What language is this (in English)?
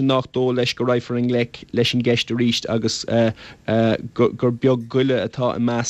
Irish